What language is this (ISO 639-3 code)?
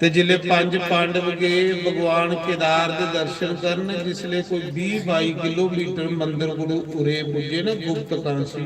doi